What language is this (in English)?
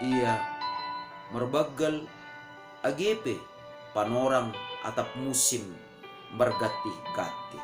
Batak Simalungun